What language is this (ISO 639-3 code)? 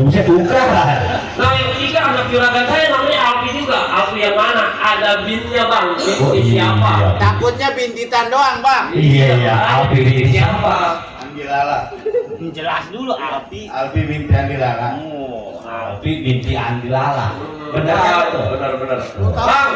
bew